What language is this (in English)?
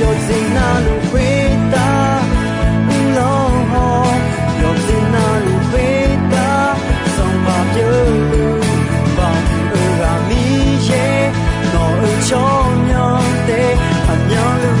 Akha